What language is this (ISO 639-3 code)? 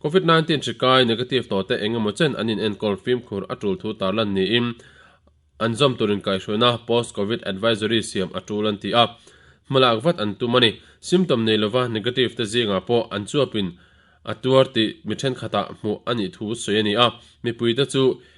lus